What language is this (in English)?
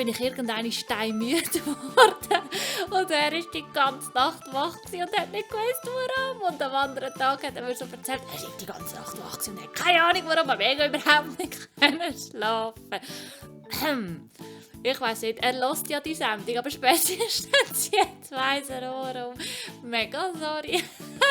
Swiss German